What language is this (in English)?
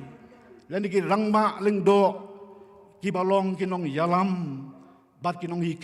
Khasi